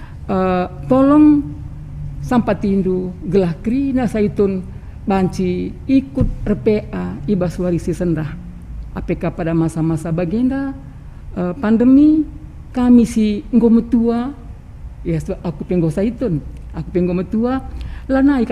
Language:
Batak Karo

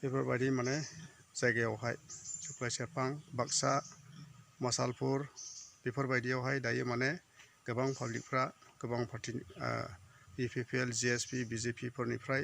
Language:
Bodo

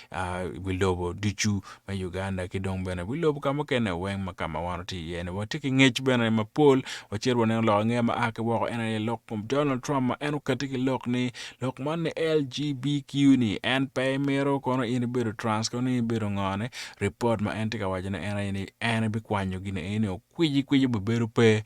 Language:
Acoli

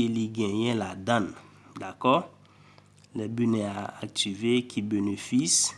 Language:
Haitian Creole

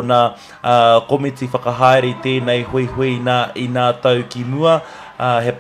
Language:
Māori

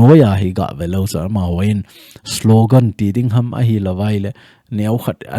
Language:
Thado Chin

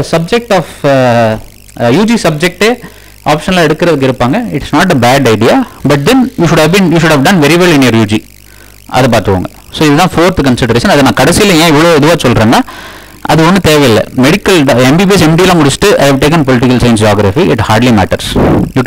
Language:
Tamil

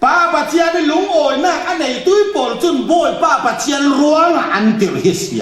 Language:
Falam Chin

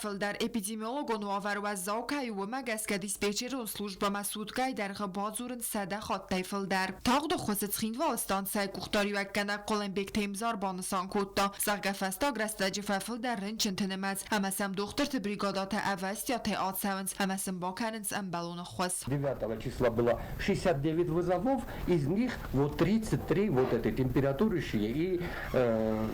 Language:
Ossetic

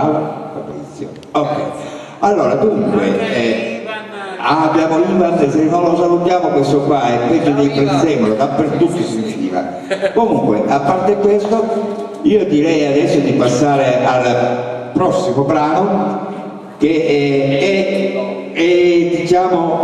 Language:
Italian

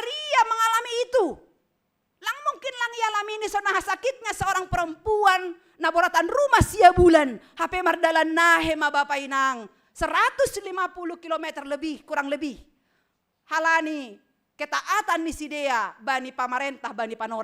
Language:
Batak Simalungun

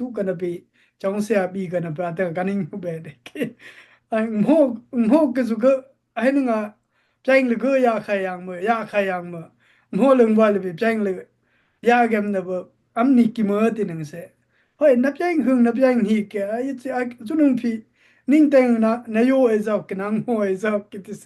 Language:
Dimasa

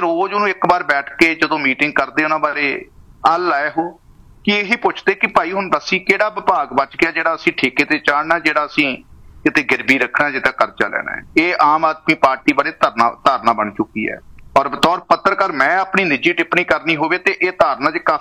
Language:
Punjabi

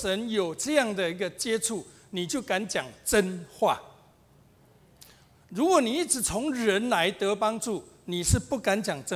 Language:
Chinese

